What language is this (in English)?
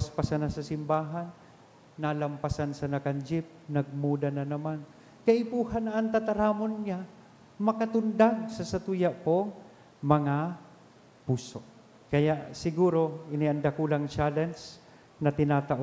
Bikol